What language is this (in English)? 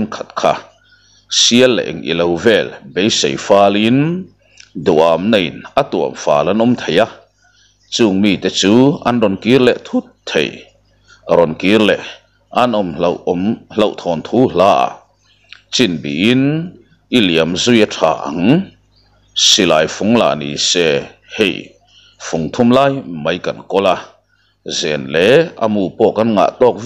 Mizo